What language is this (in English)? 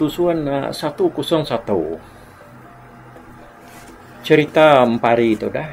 Iban